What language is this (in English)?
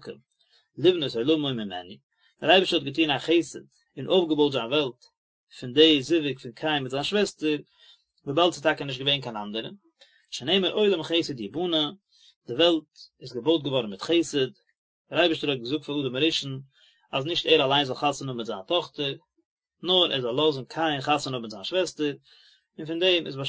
Yiddish